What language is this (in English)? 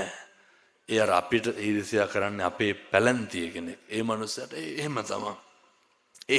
Sinhala